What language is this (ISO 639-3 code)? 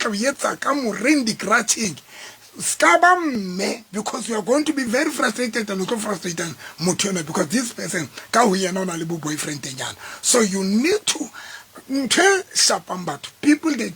sot